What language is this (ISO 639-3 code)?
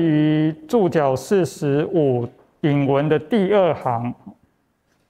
zho